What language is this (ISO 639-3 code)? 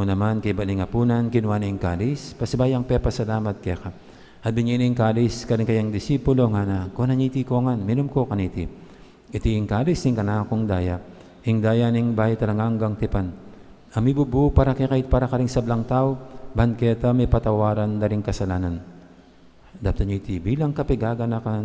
pam